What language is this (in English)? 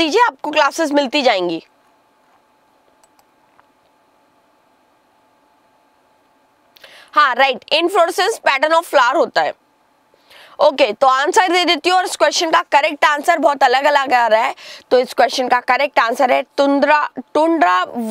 Hindi